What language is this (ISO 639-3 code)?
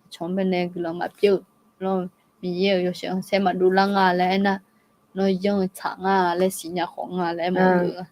ahk